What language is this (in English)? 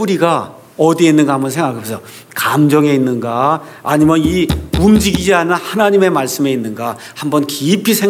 Korean